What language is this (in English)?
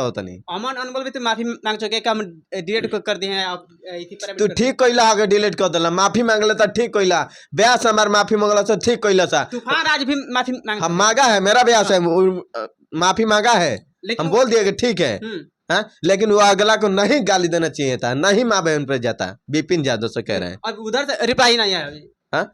Bhojpuri